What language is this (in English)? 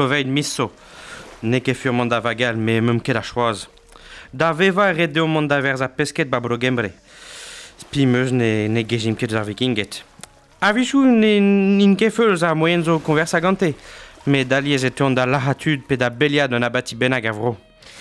Breton